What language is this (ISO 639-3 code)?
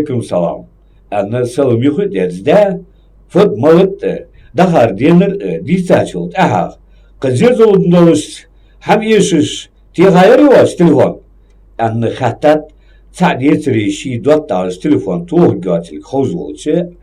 inh